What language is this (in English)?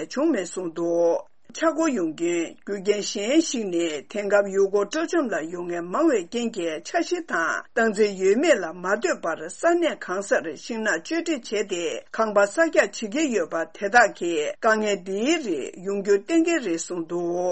Tibetan